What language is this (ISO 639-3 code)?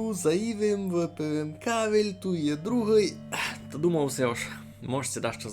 rue